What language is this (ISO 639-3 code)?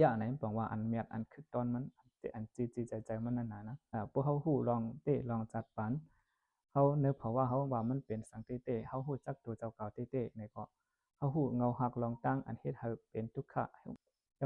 shn